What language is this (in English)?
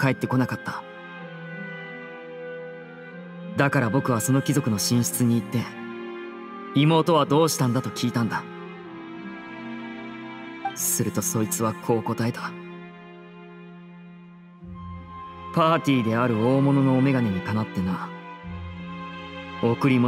Japanese